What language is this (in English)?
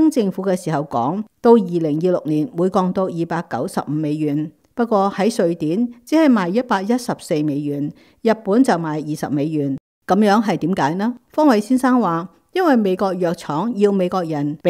Cantonese